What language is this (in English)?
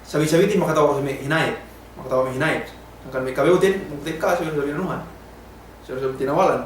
Yakan